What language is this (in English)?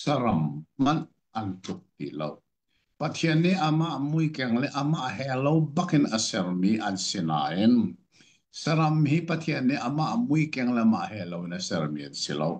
Hakha Chin